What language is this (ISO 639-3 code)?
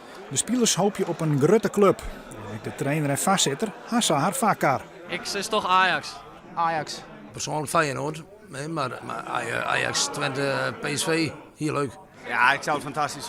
fry